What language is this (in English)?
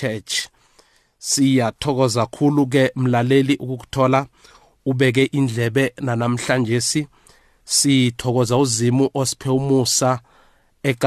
South Ndebele